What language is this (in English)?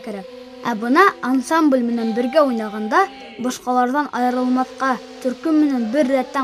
Bashkir